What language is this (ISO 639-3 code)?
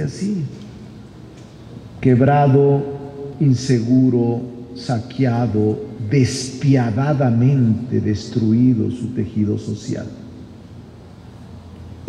spa